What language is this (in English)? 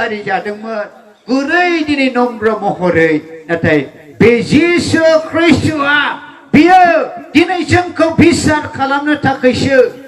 Bodo